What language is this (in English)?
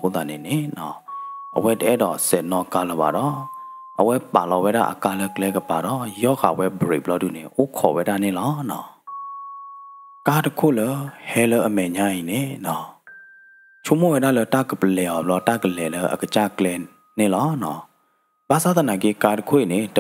S'gaw Karen